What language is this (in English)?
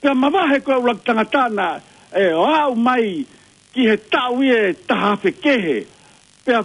Tongan